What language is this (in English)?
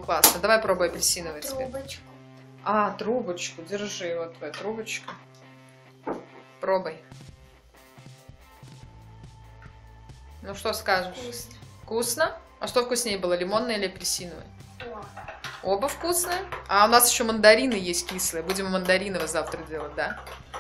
Russian